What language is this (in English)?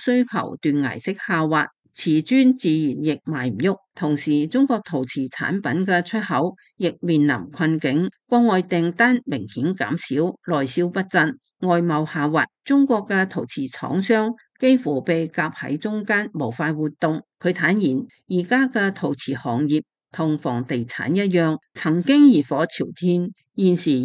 Cantonese